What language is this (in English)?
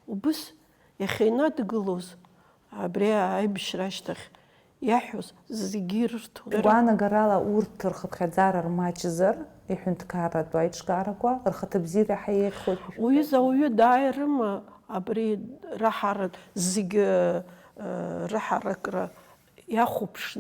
Abkhazian